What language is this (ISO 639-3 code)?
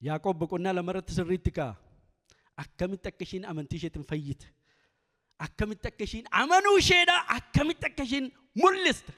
orm